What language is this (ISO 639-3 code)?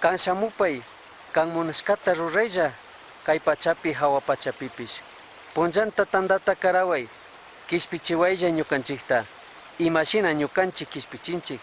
qug